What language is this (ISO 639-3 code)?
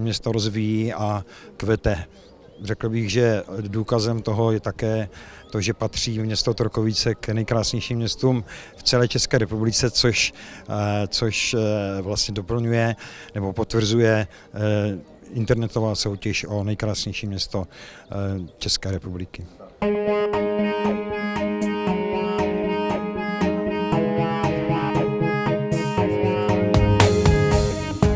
ces